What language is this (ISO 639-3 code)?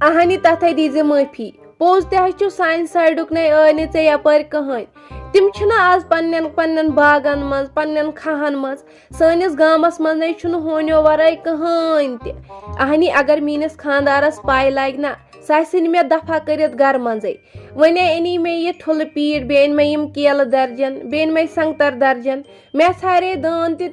kas